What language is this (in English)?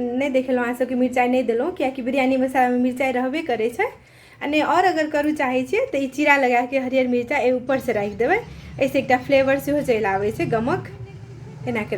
Maithili